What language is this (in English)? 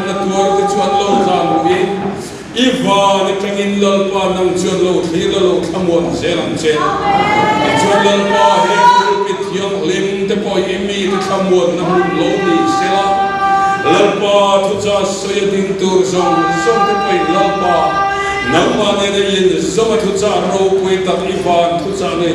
Mizo